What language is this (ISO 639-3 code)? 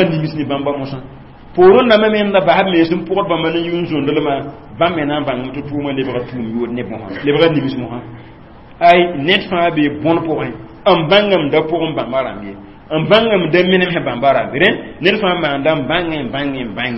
mos